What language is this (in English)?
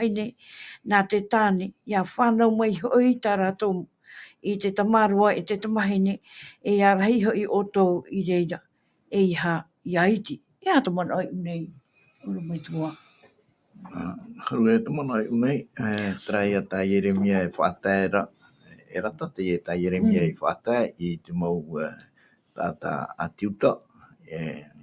Tahitian